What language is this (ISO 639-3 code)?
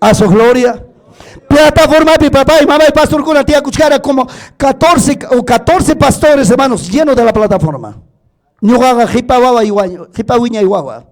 quy